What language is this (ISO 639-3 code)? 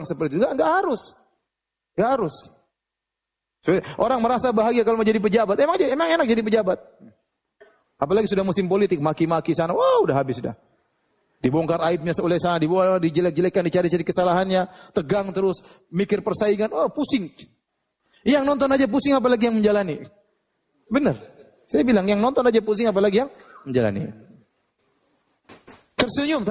ind